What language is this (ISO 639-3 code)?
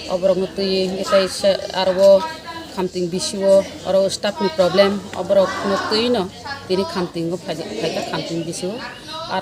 trp